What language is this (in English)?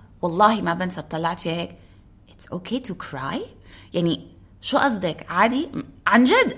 North Levantine Arabic